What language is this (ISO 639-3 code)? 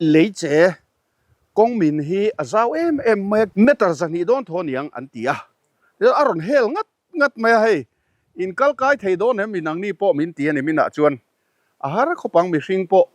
lus